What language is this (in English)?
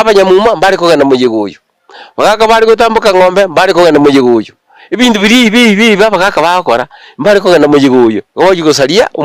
Gusii